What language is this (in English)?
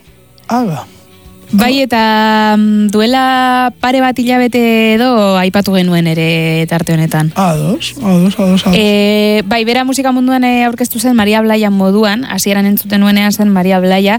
Basque